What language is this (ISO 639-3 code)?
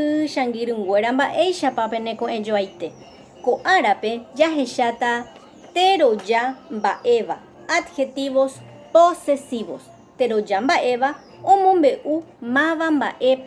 grn